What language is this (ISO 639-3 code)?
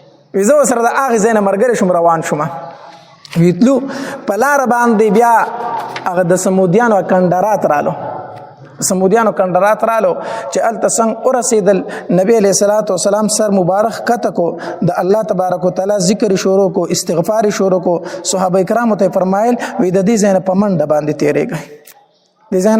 pus